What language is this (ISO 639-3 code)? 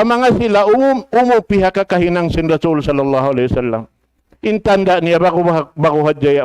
tsg